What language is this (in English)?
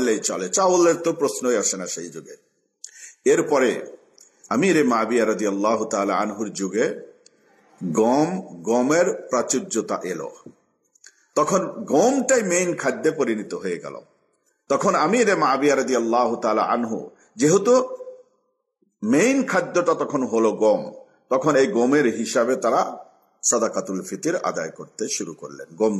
Bangla